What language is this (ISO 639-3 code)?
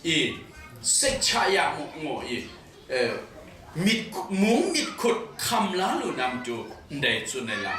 kac